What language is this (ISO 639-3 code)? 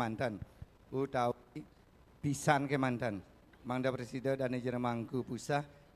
ban